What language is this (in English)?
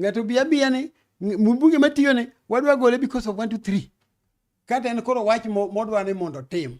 Luo (Kenya and Tanzania)